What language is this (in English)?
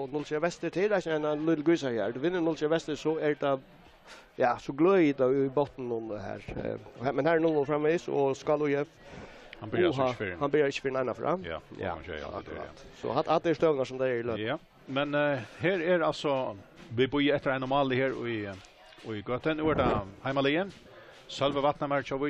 Faroese